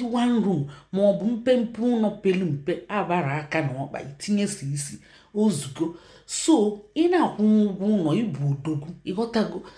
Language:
Igbo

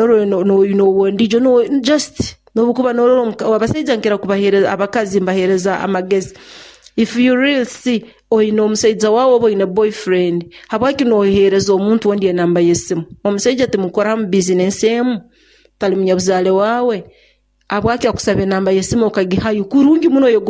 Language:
Nyoro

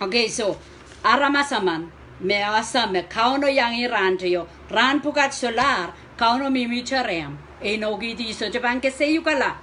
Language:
Pohnpeian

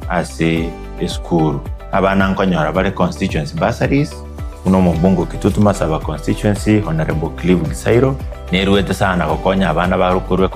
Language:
Gusii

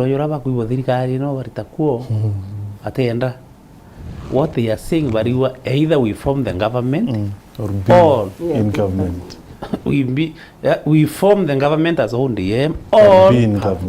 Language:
Meru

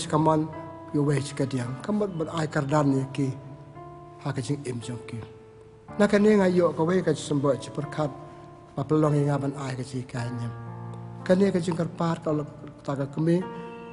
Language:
Khasi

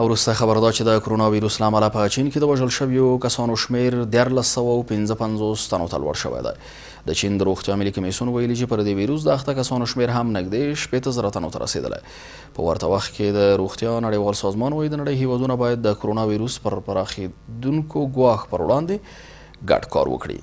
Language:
Pashto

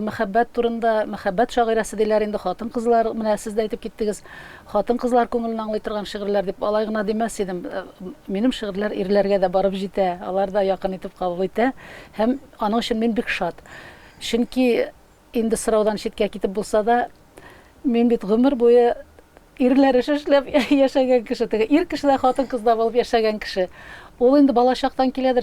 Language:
Tatar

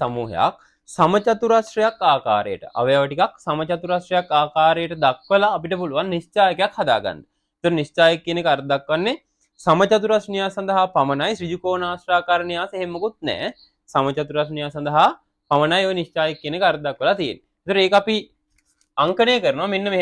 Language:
Sinhala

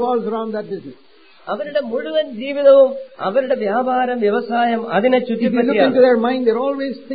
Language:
Malayalam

